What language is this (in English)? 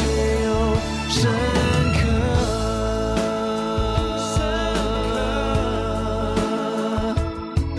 Chinese